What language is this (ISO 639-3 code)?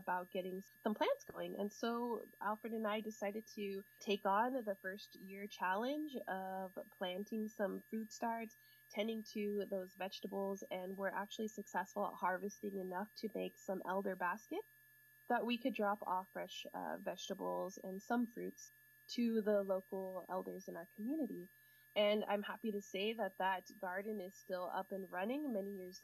eng